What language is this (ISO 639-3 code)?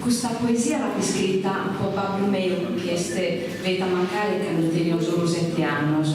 srd